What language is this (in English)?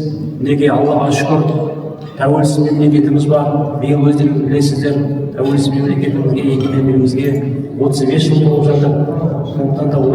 Kazakh